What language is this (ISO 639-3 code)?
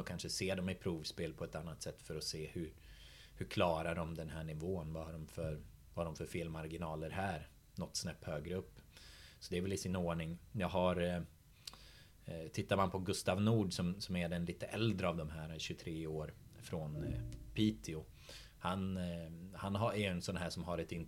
swe